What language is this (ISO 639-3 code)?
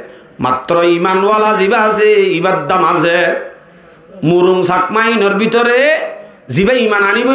rhg